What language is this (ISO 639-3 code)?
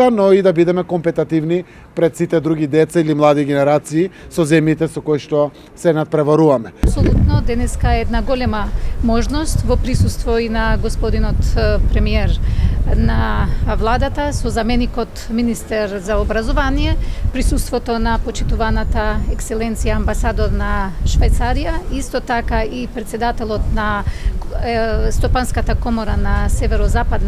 mkd